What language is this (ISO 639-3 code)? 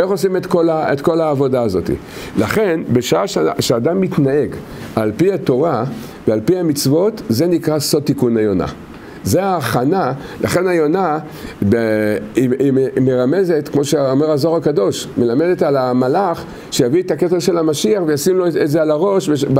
heb